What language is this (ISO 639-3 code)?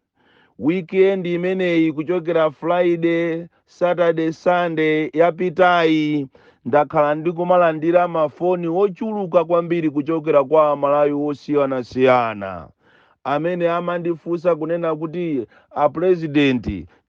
nya